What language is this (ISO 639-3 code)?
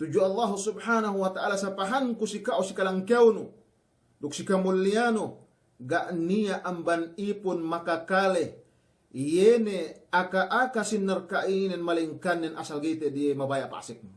yka